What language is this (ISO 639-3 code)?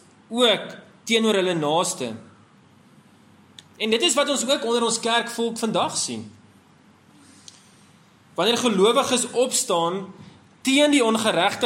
afr